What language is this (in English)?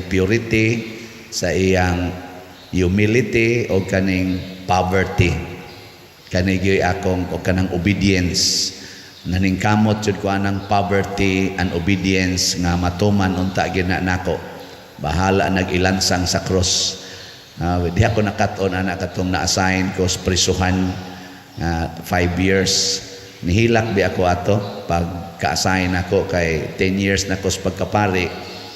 Cebuano